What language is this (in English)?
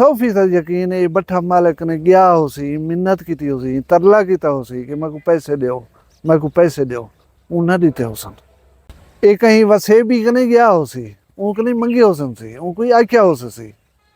Saraiki